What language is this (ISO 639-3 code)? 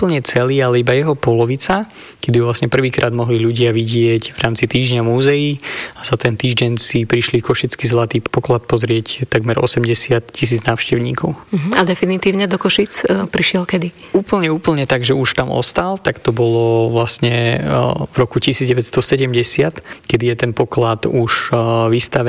slk